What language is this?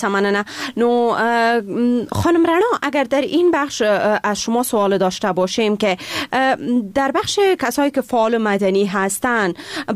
Persian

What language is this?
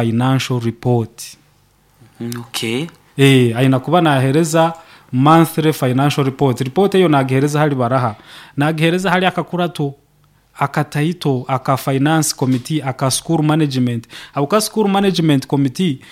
Nyoro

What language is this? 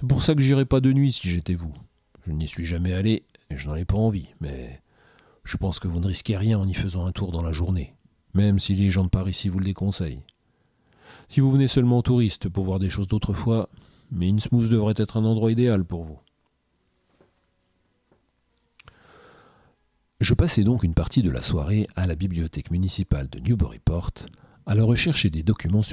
French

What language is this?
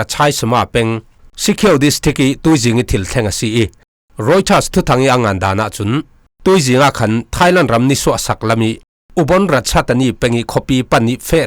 Falam Chin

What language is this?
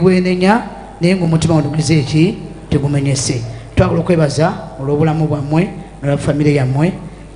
Ganda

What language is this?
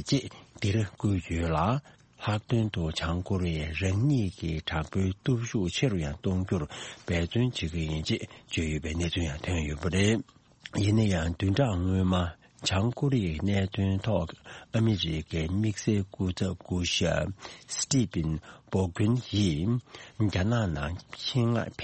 Tibetan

